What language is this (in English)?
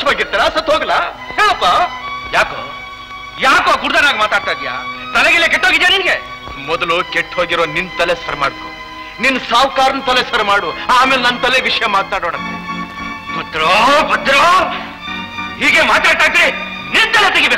Kannada